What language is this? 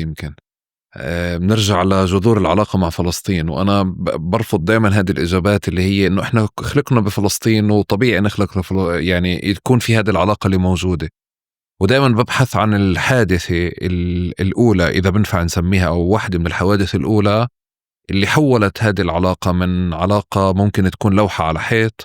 North Levantine Arabic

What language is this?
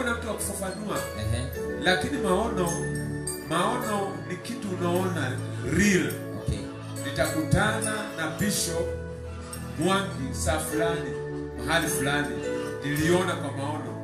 Swahili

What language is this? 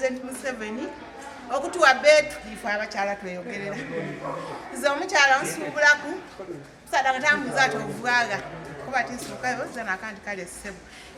Soga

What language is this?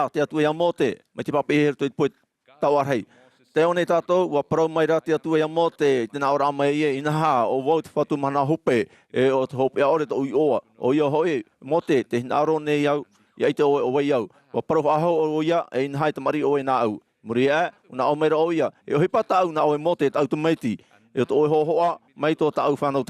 Tahitian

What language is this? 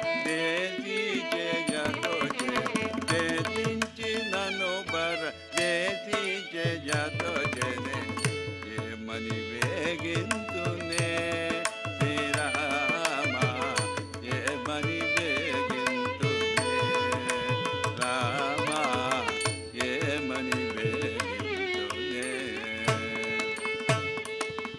Telugu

